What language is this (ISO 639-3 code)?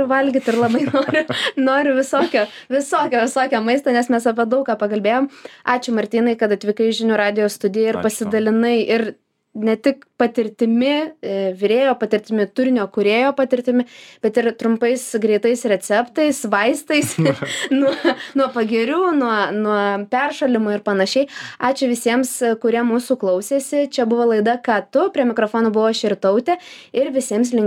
lit